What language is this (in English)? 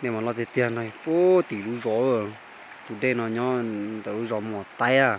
Hmong